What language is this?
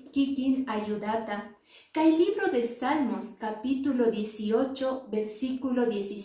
Quechua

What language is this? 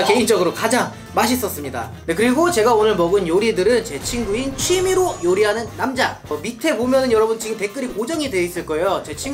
Korean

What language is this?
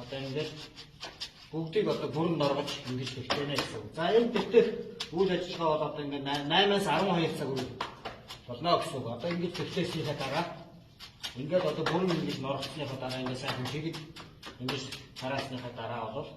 Mongolian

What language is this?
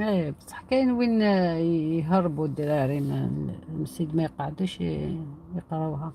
Algerian Arabic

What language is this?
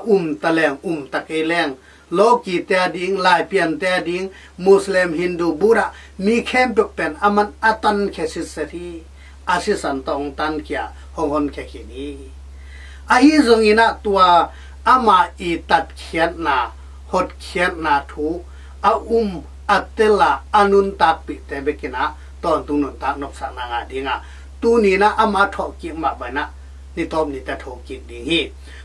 Tedim Chin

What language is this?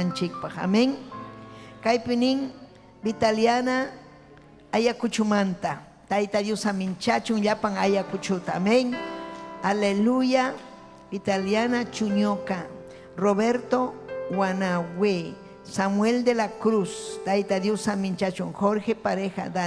Ayacucho Quechua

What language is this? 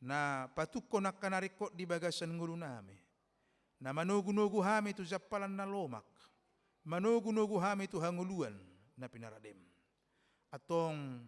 Batak Toba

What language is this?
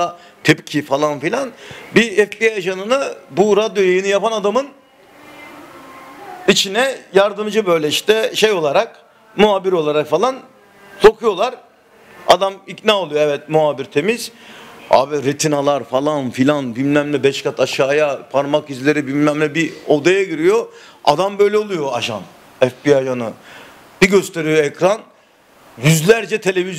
Turkish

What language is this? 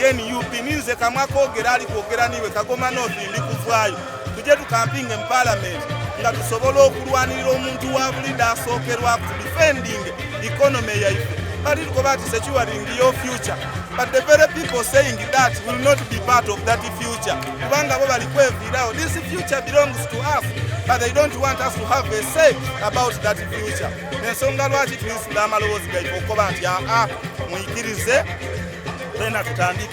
Soga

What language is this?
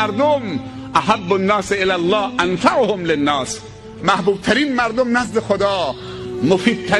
Persian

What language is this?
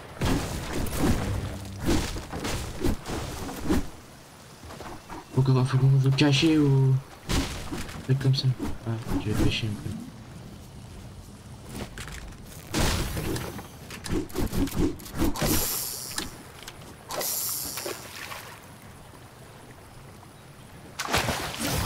French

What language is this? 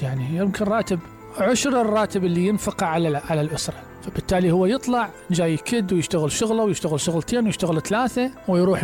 Mesopotamian Arabic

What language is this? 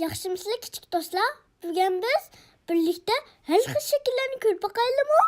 Uyghur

